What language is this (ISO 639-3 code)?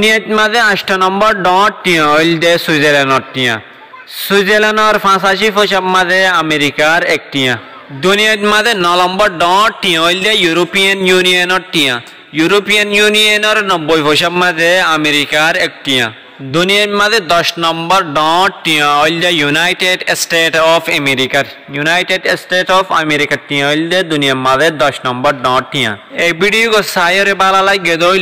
rhg